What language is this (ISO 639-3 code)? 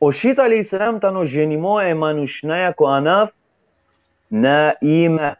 rmn